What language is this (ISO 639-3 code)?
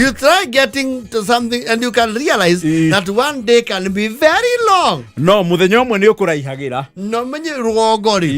kik